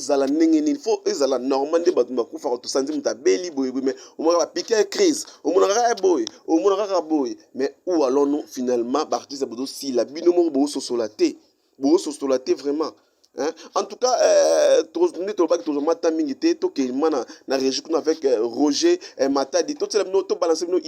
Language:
Lingala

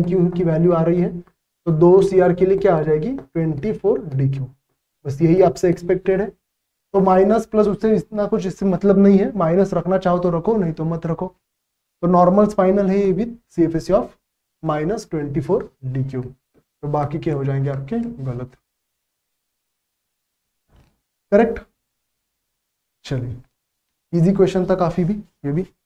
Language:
Hindi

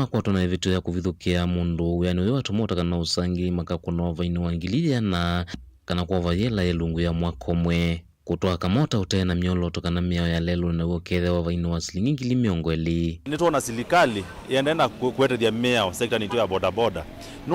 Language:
Kamba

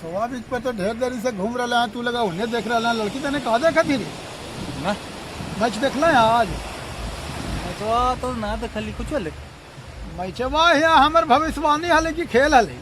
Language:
Magahi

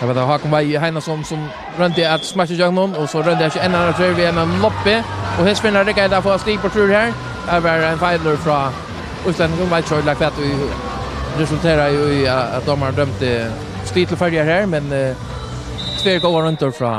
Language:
Faroese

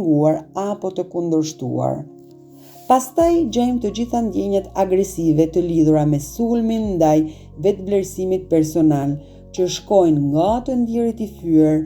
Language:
Albanian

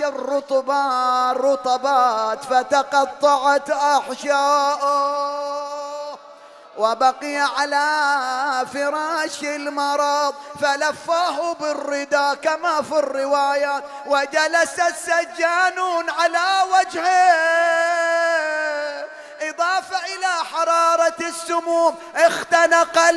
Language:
Arabic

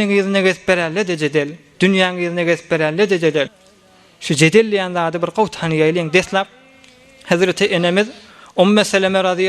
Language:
Turkmen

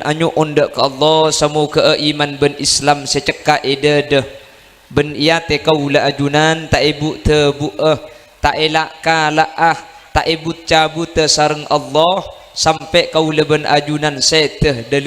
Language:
Madurese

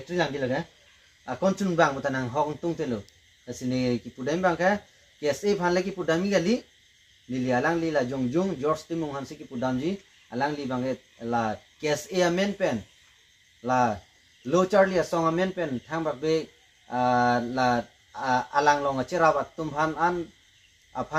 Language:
Karbi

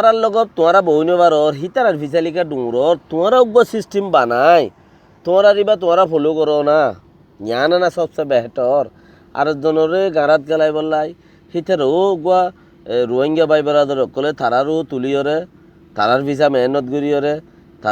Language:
Rohingya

